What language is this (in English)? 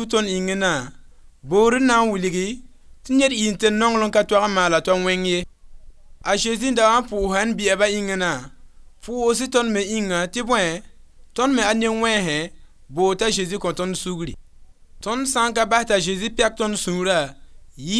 Mossi